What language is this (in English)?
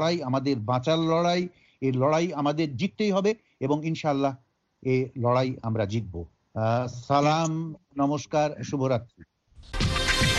Bangla